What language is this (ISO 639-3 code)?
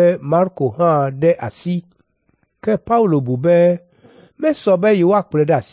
ewe